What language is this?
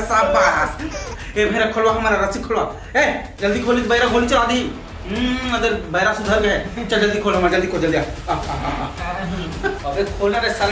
Chhattisgarhi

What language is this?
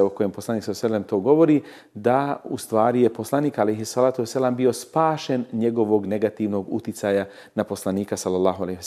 Bosnian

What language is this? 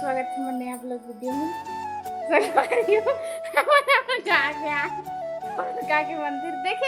Chhattisgarhi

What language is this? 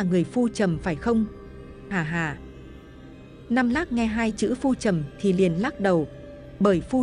Vietnamese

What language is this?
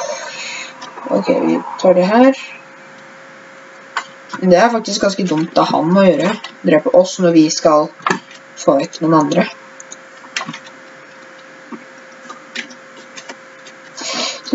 Norwegian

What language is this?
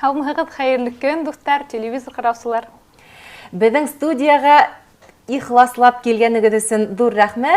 Bashkir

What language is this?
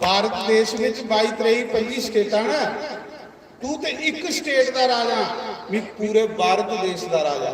Dogri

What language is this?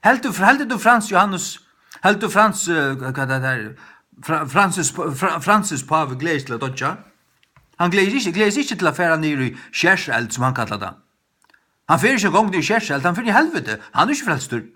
Faroese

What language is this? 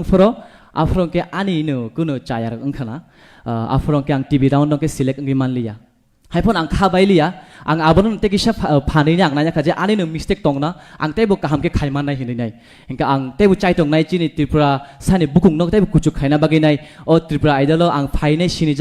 Kok Borok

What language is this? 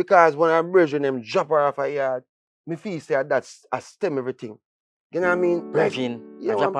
Jamaican Creole English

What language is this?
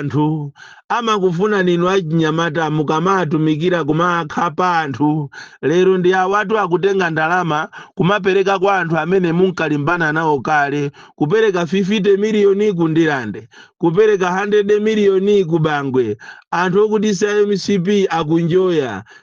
Nyanja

